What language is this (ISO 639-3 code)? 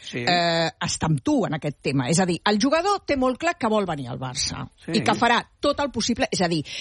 cat